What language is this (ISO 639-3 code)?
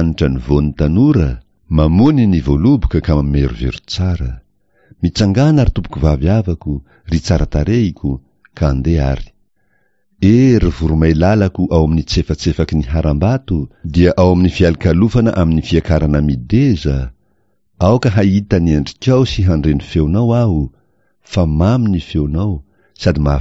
mlg